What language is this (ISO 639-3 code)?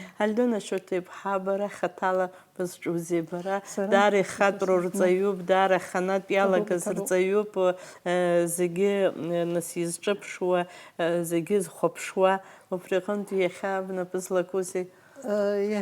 abk